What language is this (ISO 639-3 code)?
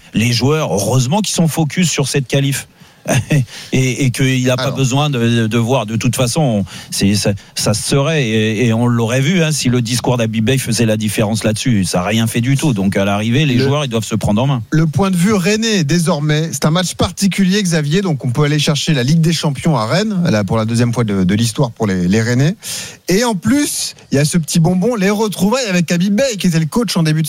fra